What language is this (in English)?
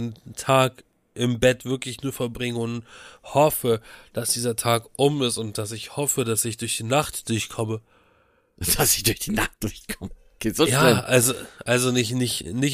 German